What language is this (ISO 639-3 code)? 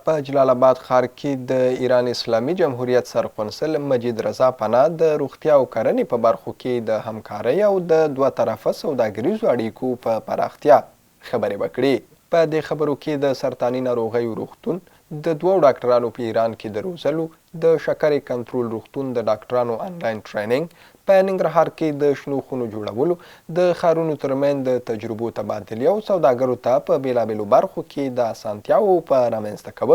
pus